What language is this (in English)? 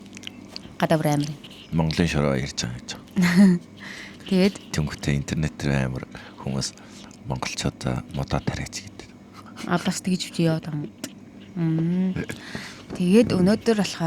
Mongolian